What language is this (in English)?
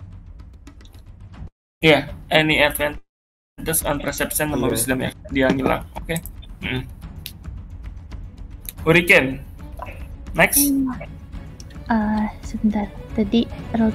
Indonesian